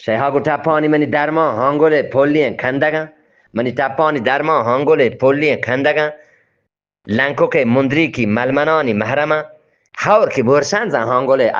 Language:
Eastern Balochi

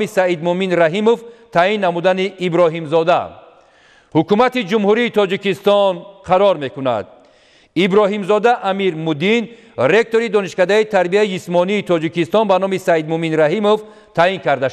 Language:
Tajik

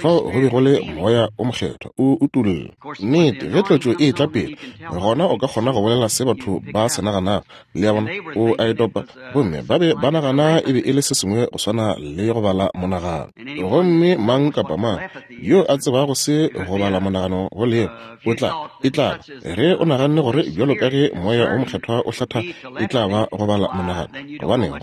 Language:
Northern Sotho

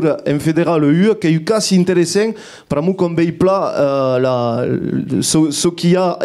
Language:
Occitan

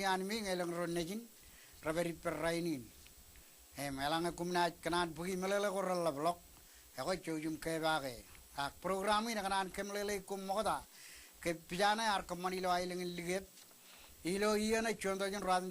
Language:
Marshallese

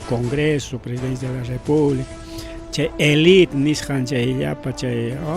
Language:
Ayacucho Quechua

